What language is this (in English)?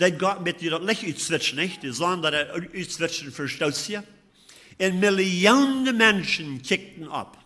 Plautdietsch